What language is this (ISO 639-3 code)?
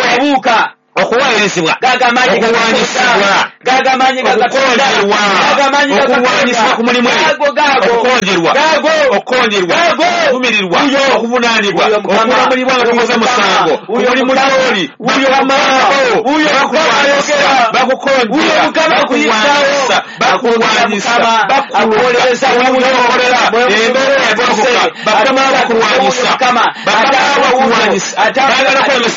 lug